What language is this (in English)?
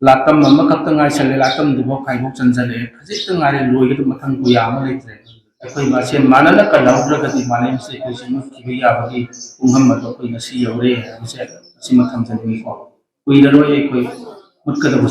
Manipuri